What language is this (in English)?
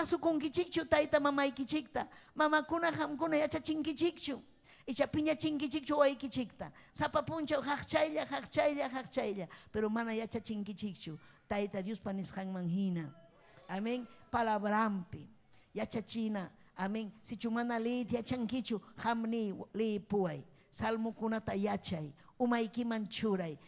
Ayacucho Quechua